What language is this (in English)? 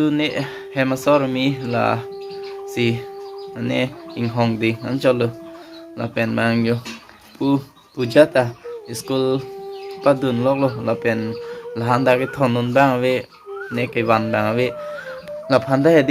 Karbi